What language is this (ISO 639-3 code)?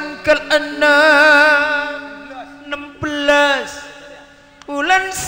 mad